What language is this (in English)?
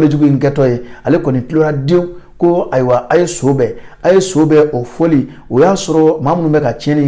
Bambara